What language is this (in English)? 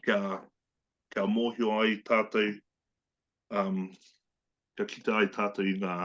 Māori